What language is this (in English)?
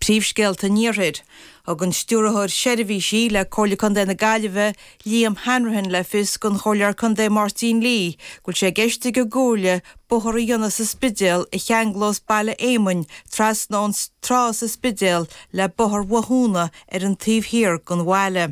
Irish